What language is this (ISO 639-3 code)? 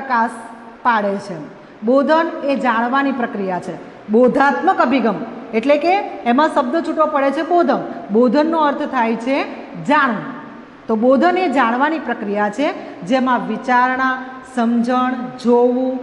guj